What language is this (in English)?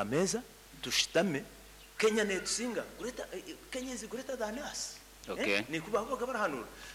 Nyankole